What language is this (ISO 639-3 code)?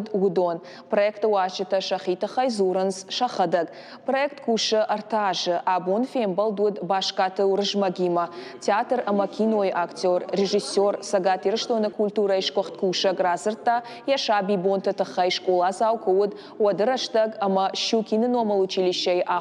oss